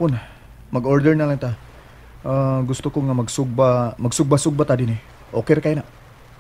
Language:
Cebuano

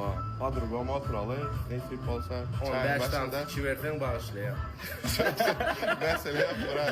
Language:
Turkmen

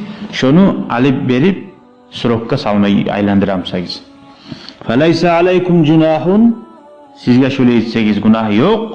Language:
Kumyk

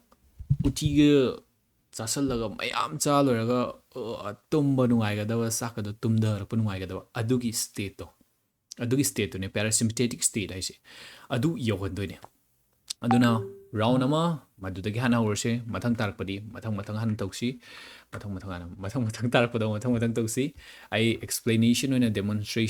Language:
Manipuri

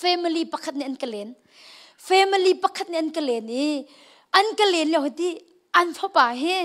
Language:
Hakha Chin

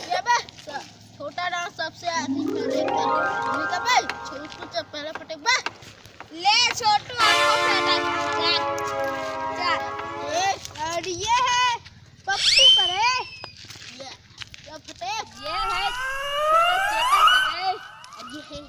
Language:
Chhattisgarhi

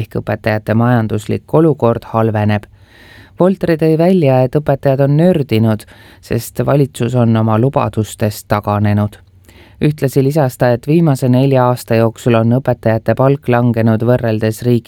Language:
Estonian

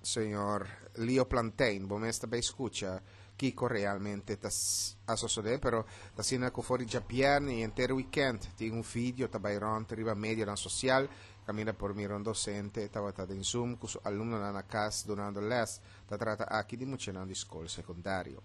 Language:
Papiamento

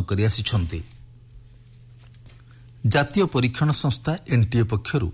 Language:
Odia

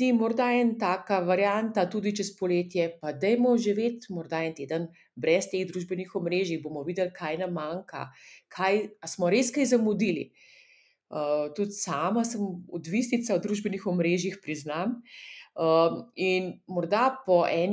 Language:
Slovenian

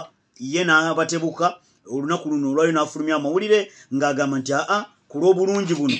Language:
Ganda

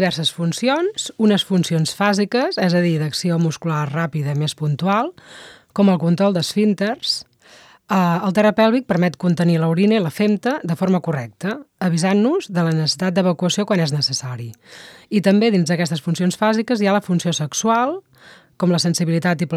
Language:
Catalan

